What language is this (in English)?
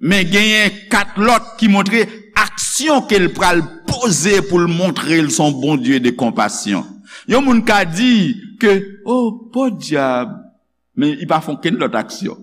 Haitian Creole